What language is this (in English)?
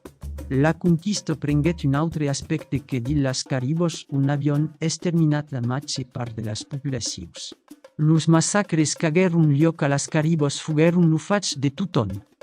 Occitan